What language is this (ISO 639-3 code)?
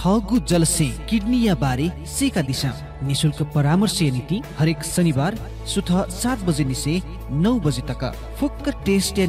new